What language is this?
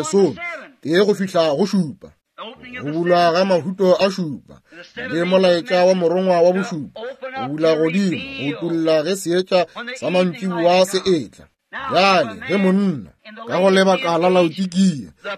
Northern Sotho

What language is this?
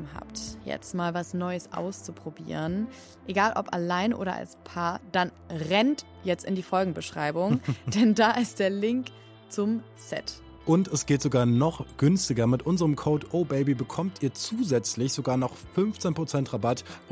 German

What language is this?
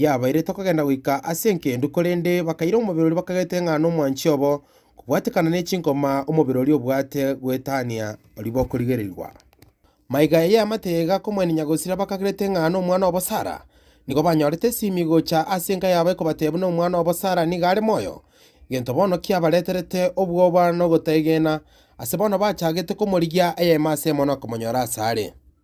Gusii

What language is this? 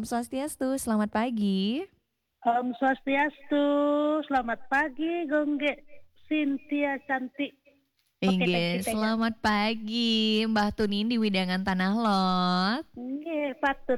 Balinese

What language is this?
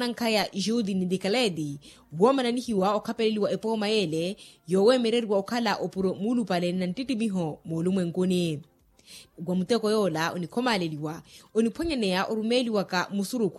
Makhuwa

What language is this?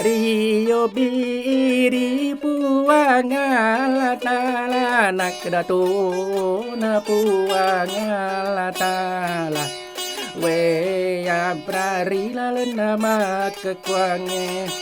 Buginese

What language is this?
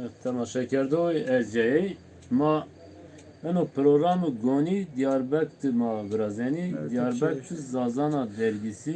Zaza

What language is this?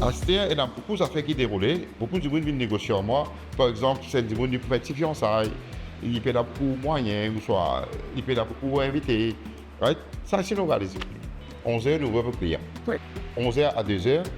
Morisyen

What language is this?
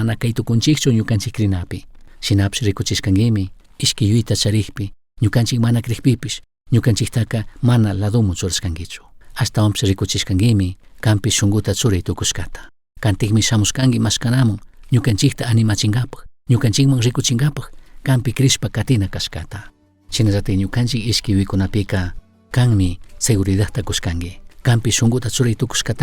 Chimborazo Highland Quichua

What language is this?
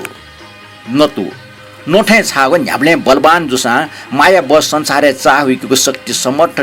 Newari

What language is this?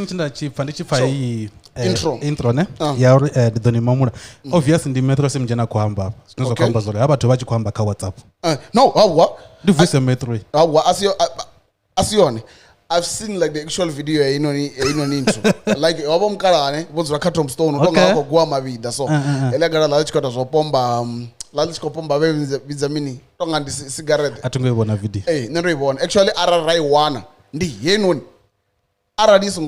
Venda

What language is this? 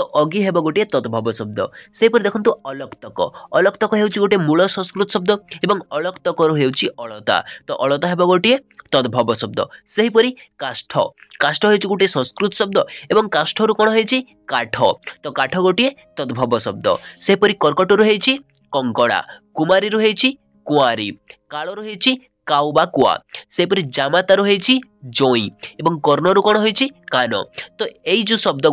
Odia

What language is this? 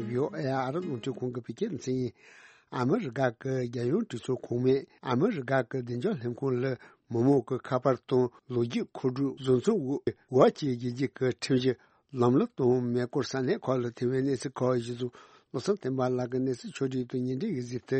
Tibetan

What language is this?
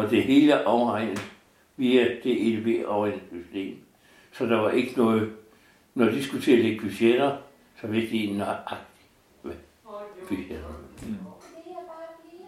Danish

